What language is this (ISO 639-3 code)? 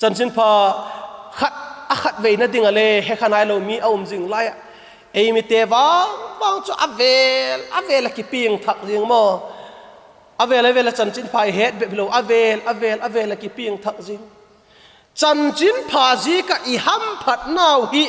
vap